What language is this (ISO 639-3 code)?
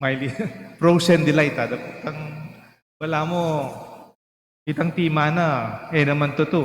pam